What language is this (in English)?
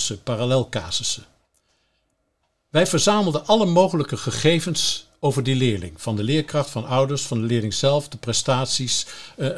Dutch